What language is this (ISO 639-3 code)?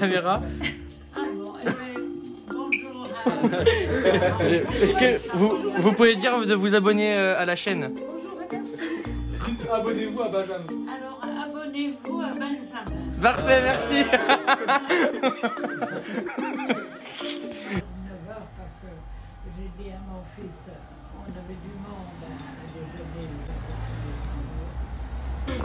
fra